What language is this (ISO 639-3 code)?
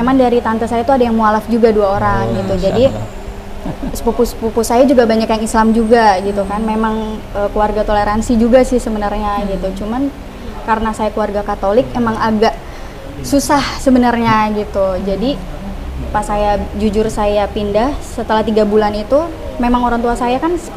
ind